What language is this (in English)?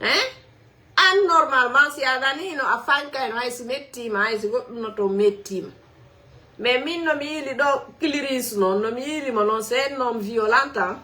Fula